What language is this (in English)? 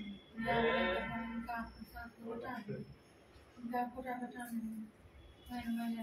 Maithili